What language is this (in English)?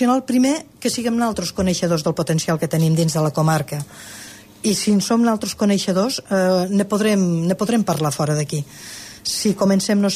Catalan